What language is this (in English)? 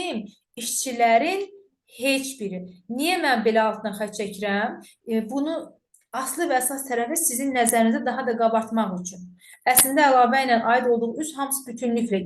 Azerbaijani